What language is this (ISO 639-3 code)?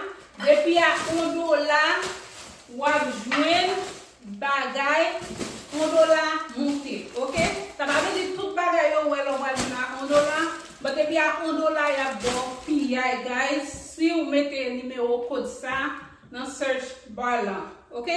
hat